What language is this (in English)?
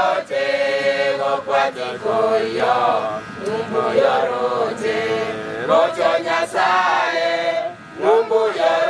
Gusii